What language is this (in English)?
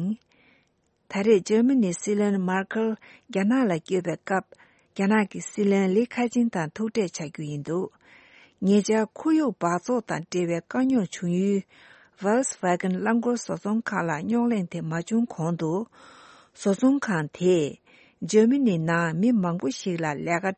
Tibetan